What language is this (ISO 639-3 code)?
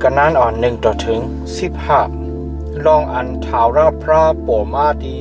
shn